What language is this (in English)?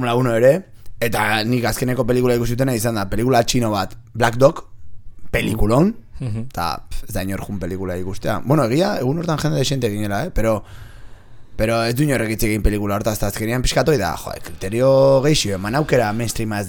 Basque